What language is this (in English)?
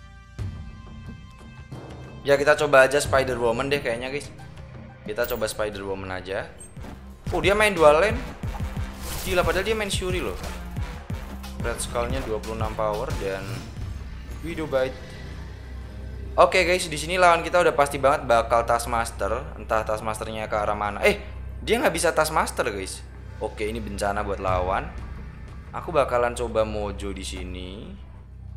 Indonesian